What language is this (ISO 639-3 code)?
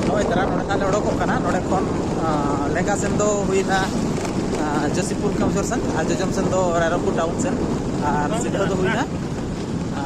sat